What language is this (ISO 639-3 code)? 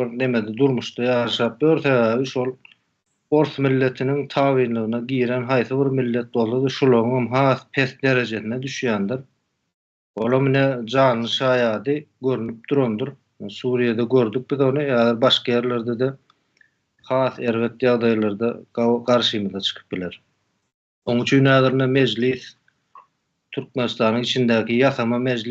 tuk